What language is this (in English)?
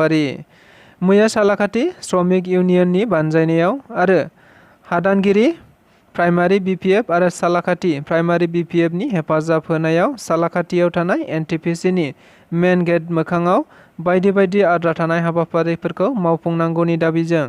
Bodo